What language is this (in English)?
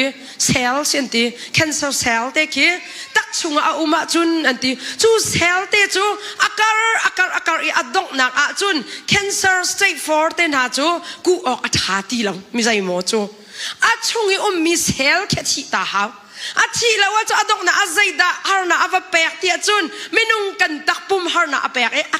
Hakha Chin